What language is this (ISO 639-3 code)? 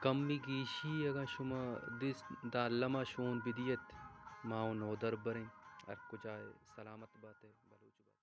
bal